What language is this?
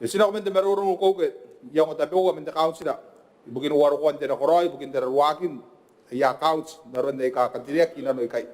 Gilbertese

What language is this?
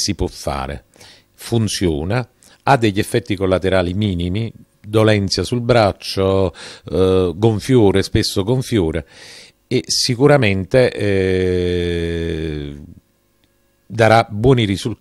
Italian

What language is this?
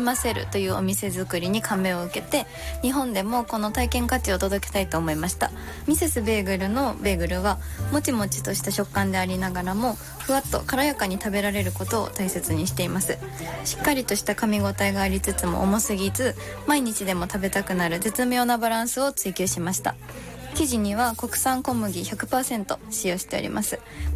Japanese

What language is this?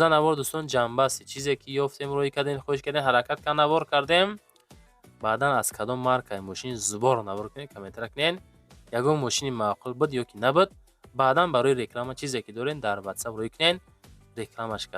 Tajik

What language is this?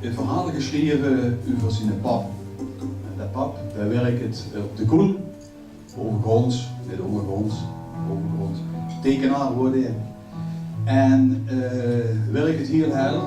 Limburgish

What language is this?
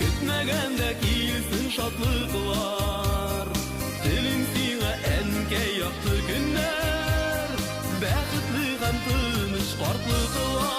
Bashkir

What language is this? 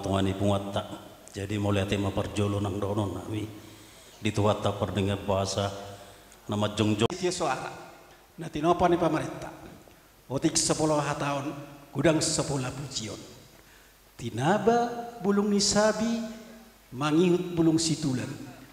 Batak Toba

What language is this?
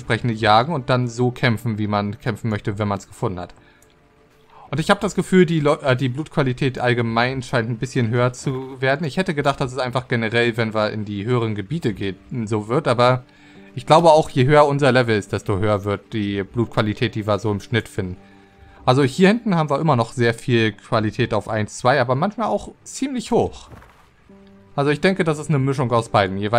German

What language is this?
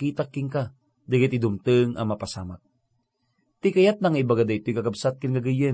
Iloko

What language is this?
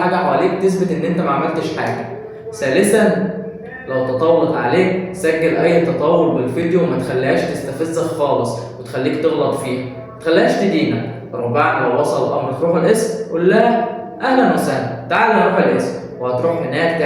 Egyptian Arabic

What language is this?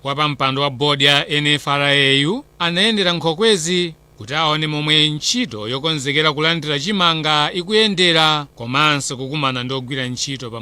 Nyanja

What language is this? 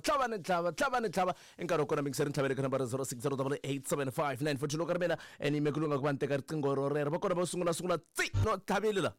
Tsonga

